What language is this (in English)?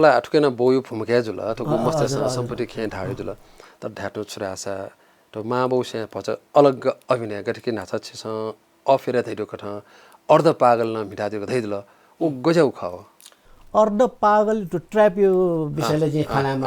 Newari